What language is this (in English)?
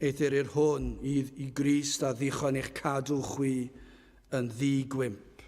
Welsh